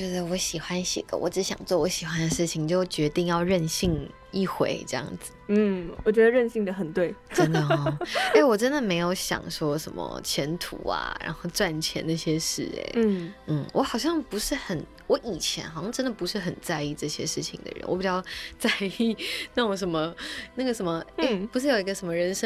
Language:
Chinese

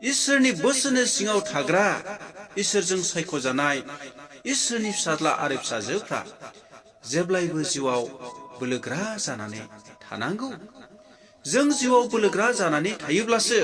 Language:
Bodo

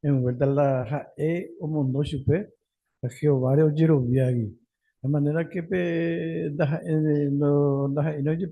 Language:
Guarani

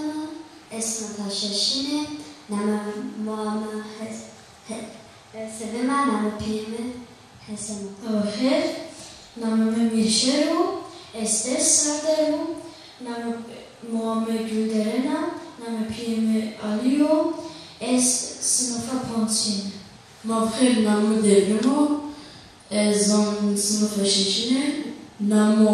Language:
Zaza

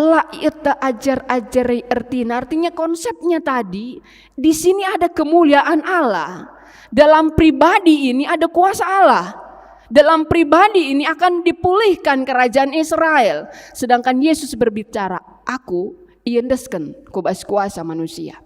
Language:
Batak Karo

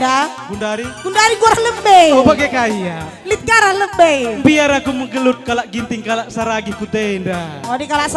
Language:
Batak Karo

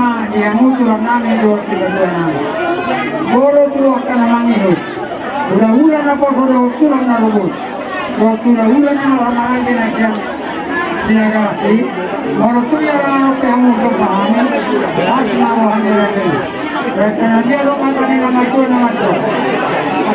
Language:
Batak Toba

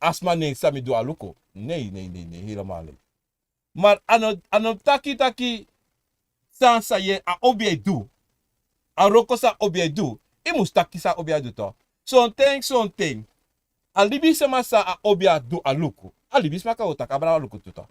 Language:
Sranan Tongo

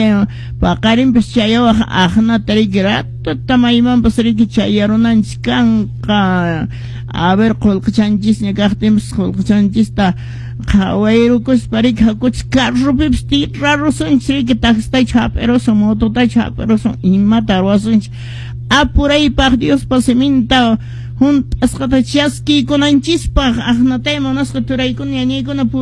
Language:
Quechua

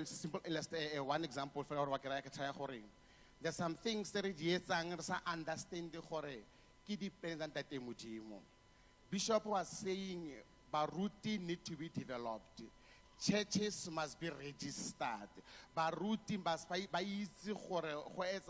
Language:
Tswana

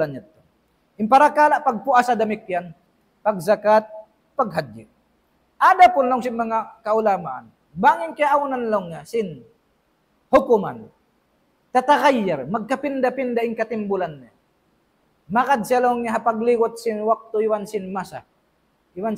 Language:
Tausug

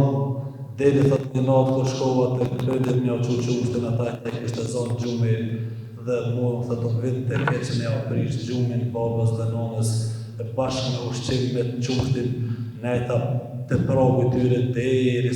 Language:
Albanian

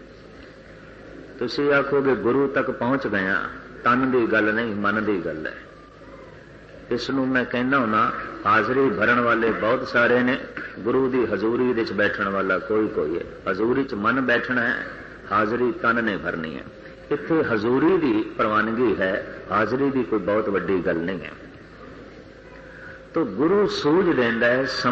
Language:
Punjabi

